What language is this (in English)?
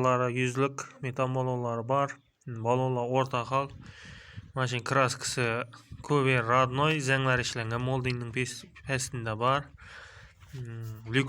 Uzbek